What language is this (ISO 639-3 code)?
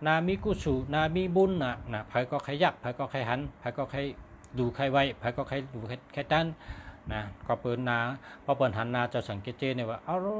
shn